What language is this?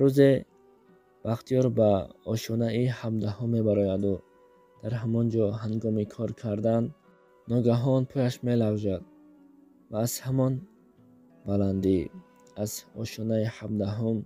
Tajik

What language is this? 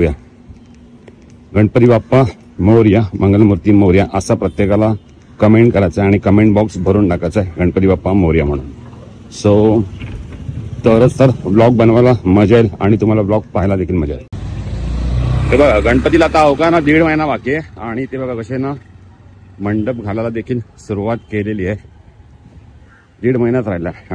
Marathi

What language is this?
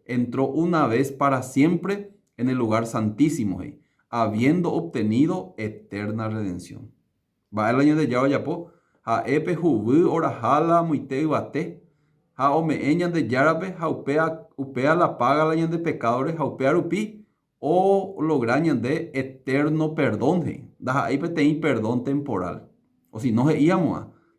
Guarani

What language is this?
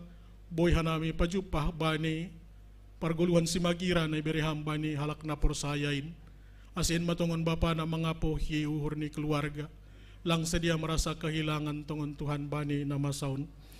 Batak Simalungun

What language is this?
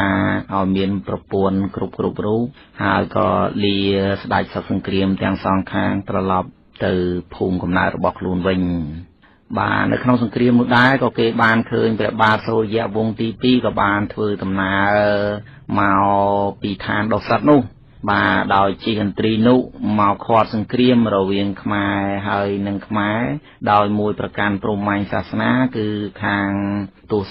Khmer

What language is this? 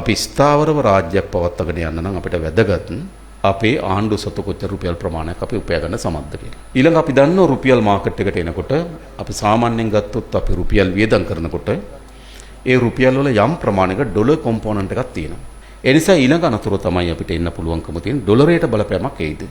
Sinhala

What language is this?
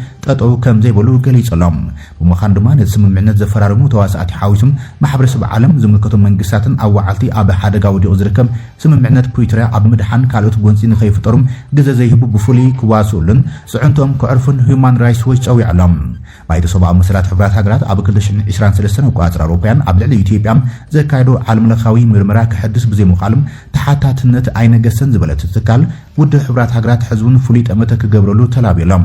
Tigrinya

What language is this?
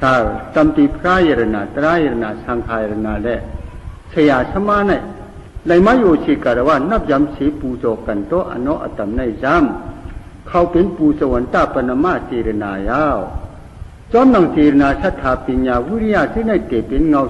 Shan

